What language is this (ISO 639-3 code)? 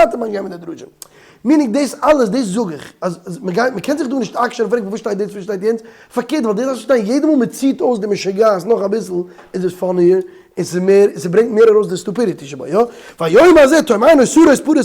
yid